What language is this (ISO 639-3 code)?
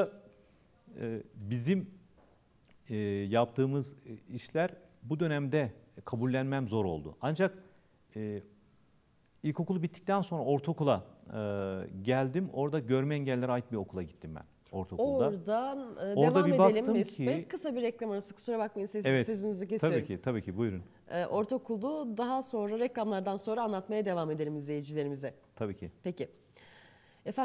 tur